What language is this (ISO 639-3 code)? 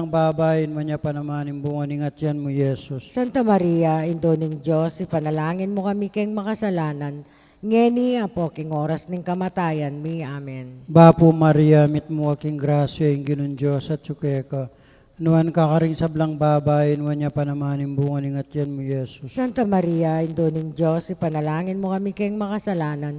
pam